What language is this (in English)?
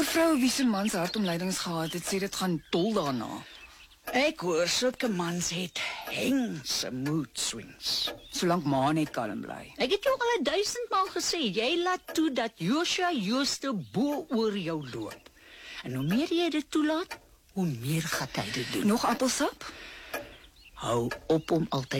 Afrikaans